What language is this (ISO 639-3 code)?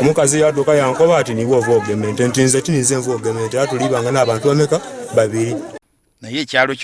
lug